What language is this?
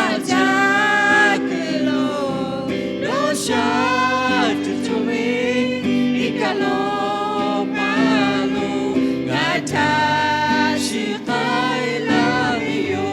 Lahu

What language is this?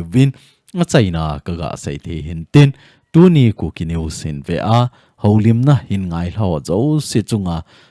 Thado Chin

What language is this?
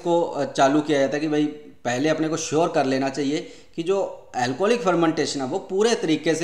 Hindi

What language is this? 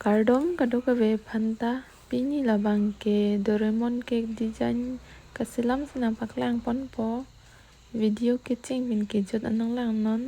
Karbi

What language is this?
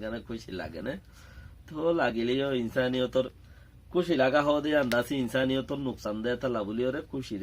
Rohingya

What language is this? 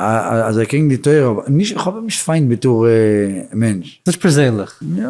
Yiddish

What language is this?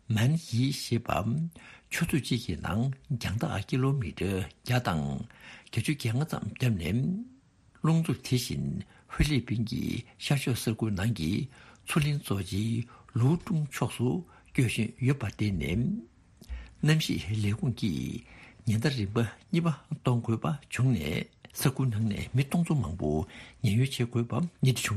Tibetan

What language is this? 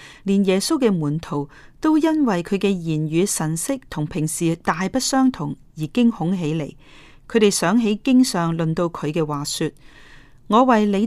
Cantonese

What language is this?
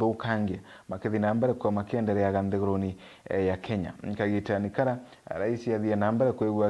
Meru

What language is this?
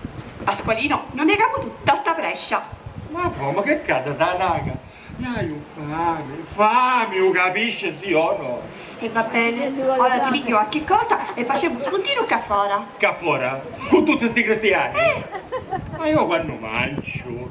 Sicilian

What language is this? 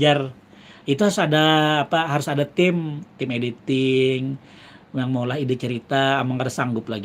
Banjar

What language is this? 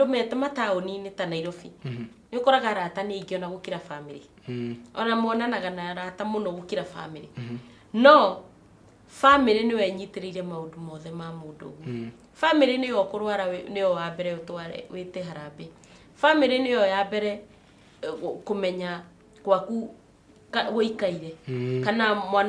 Kikuyu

